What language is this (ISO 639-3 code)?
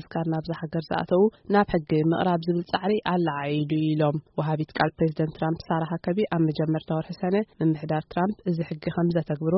tir